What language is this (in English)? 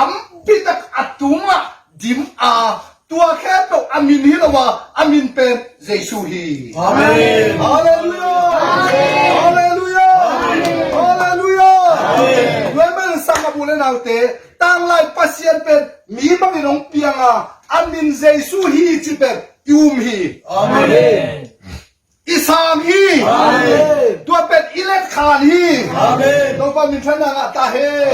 Tedim Chin